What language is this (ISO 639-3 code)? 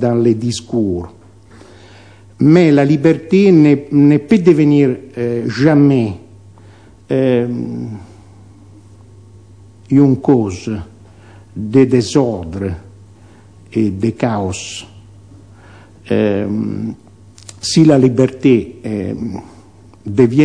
fra